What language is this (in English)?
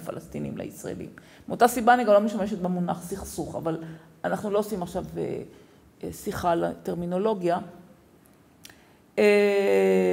Hebrew